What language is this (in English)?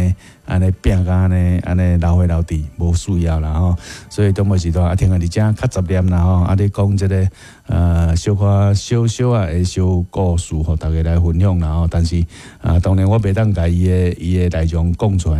Min Nan Chinese